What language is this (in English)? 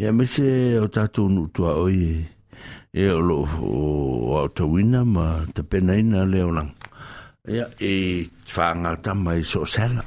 Samoan